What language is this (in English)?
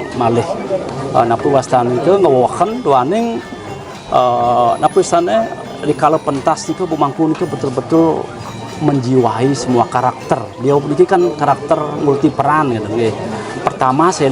Balinese